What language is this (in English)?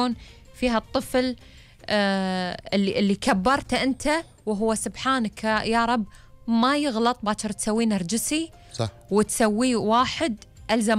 Gulf Arabic